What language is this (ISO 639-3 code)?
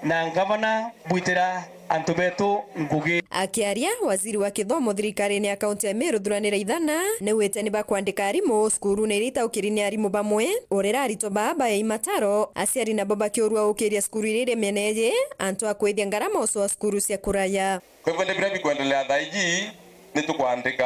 mer